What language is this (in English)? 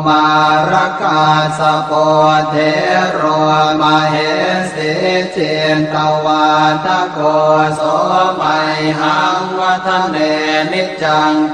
Pali